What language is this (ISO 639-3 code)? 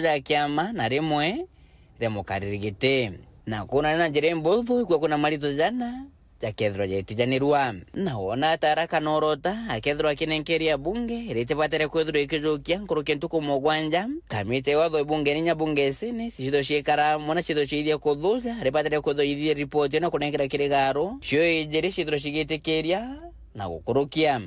mer